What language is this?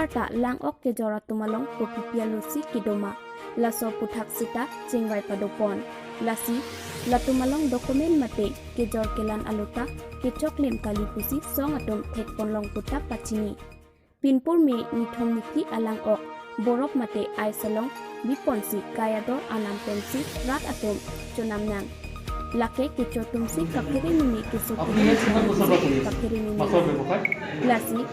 Karbi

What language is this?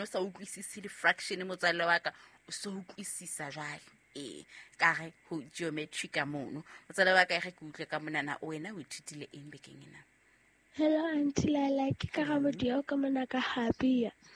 Southern Sotho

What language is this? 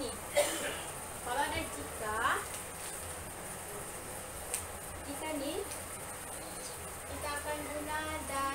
Malay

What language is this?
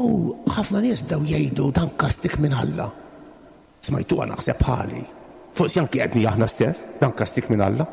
Maltese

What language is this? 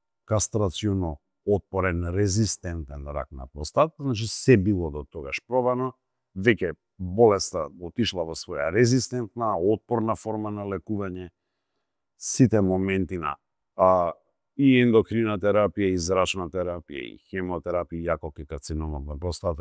Macedonian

